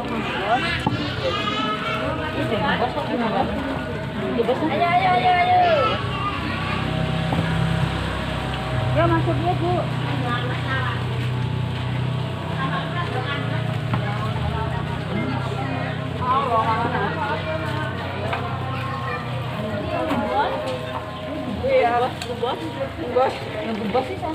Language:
Indonesian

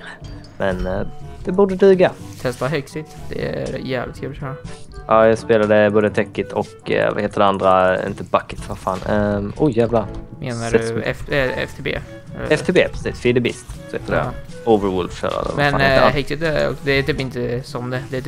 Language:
Swedish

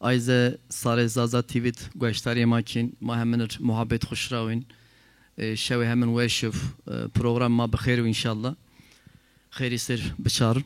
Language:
Zaza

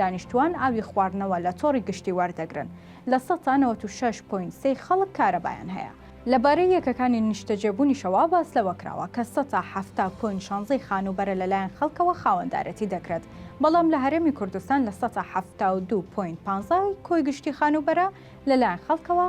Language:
Central Kurdish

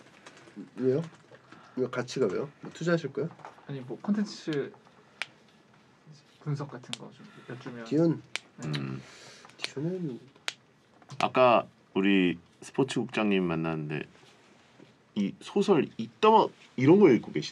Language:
Korean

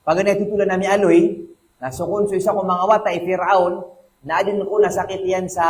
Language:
Maranao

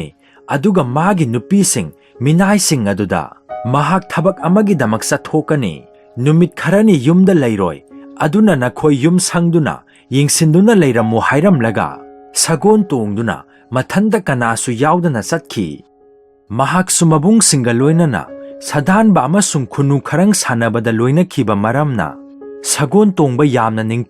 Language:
Manipuri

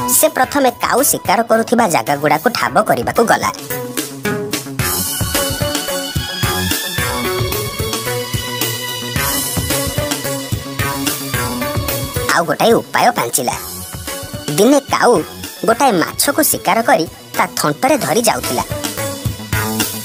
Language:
Odia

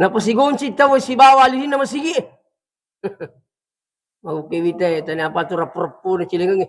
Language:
Buginese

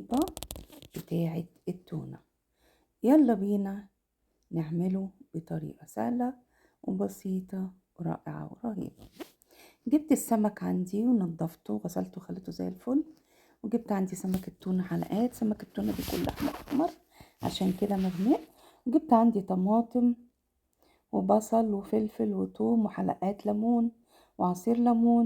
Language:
Egyptian Arabic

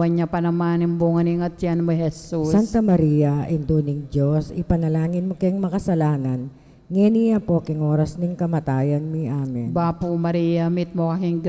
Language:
Pampanga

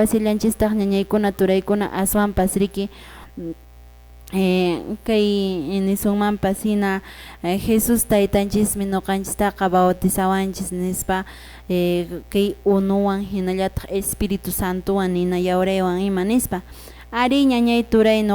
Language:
Quechua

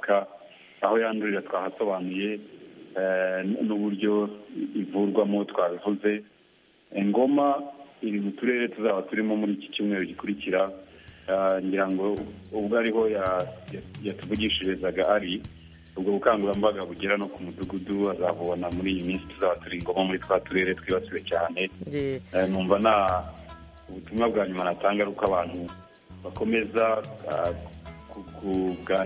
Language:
Kinyarwanda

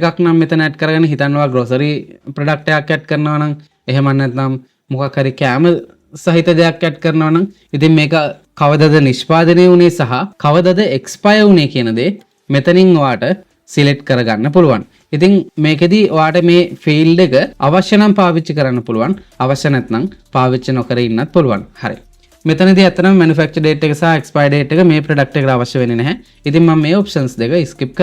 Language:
Sinhala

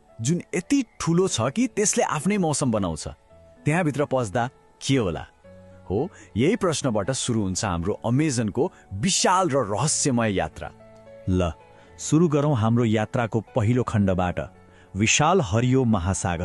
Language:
Nepali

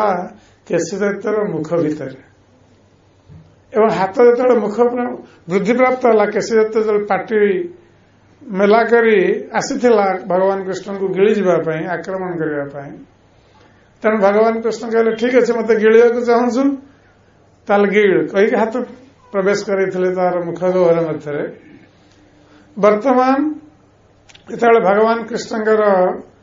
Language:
Odia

